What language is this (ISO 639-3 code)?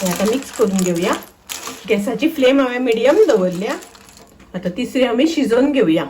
kok